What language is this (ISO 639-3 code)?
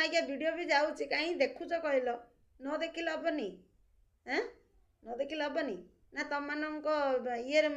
ori